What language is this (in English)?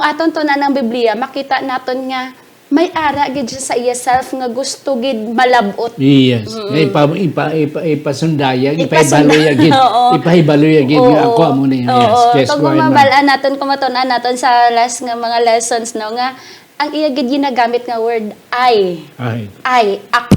Hiligaynon